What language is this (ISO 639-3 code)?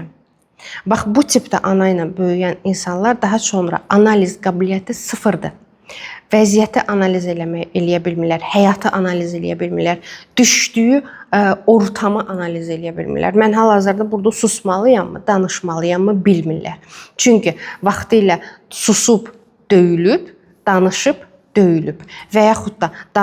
aze